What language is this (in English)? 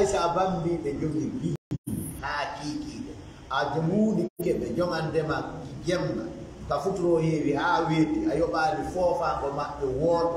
Fula